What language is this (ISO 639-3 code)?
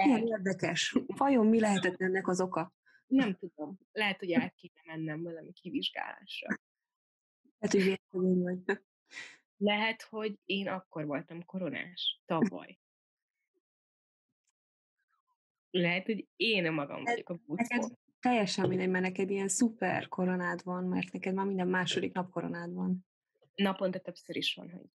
hun